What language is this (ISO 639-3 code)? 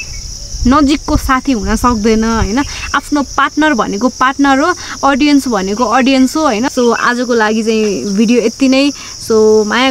nep